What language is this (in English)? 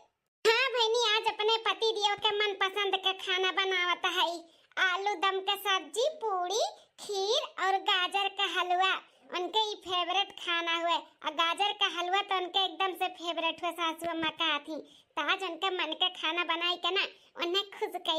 Awadhi